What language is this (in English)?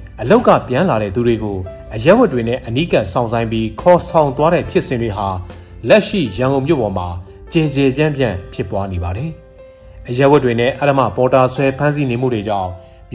Burmese